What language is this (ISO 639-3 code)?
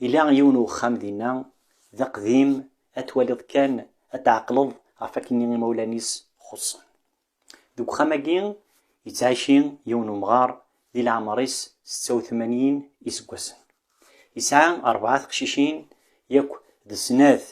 kab